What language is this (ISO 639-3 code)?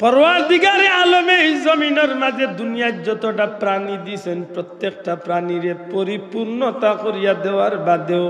syl